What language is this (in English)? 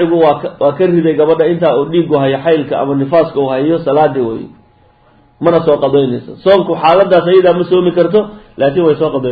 Somali